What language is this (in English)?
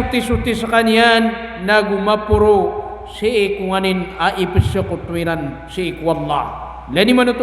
Maranao